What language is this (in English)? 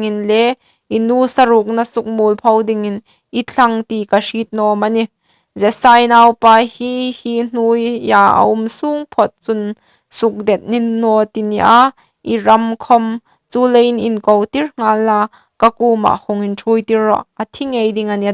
Hmar